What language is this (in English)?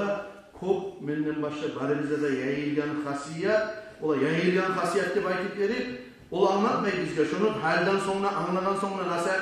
Kumyk